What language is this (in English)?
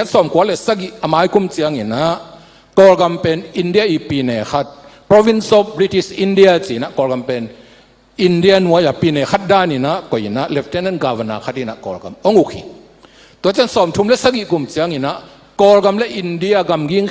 Tedim Chin